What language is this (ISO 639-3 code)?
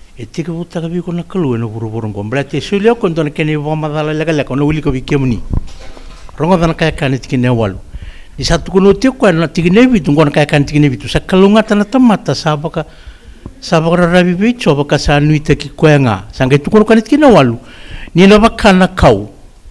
fij